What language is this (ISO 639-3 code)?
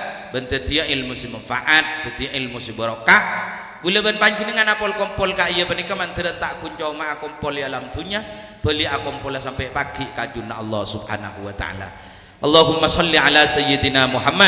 mad